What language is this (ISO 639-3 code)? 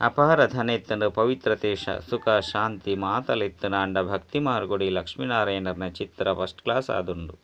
tcy